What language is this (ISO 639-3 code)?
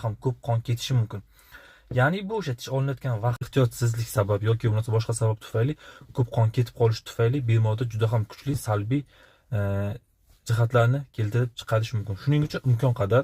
uzb